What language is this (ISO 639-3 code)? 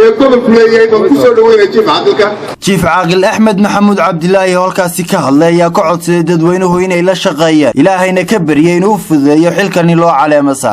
som